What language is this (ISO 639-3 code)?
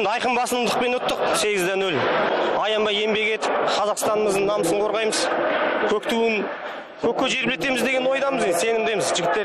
kaz